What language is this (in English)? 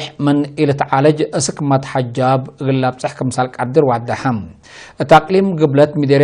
Tigre